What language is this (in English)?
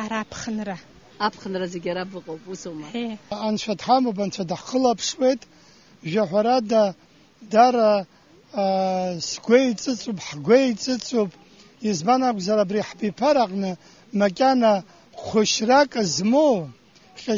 Abkhazian